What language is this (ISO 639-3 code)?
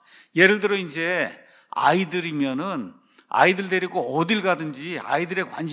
kor